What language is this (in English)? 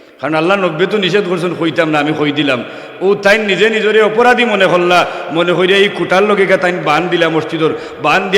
Sylheti